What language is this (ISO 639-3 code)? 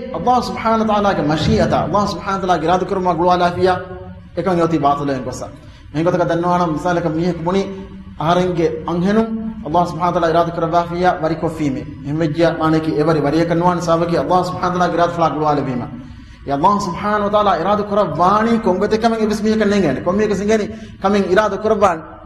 div